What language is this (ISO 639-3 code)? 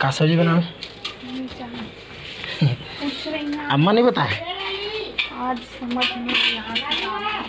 hne